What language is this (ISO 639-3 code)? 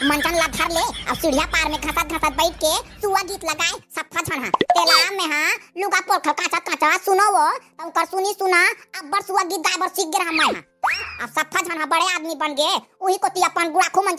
hne